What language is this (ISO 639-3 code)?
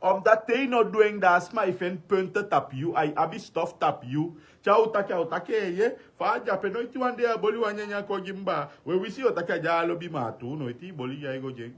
srn